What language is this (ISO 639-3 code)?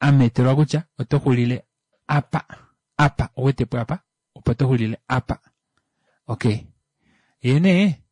kua